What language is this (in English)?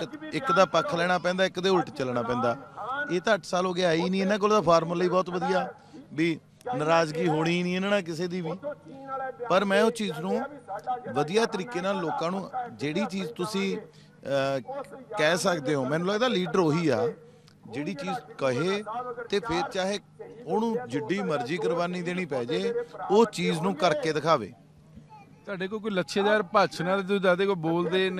Punjabi